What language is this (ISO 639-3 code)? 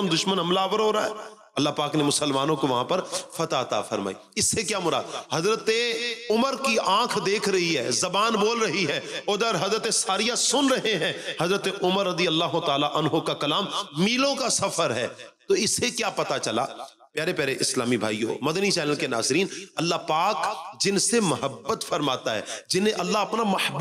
urd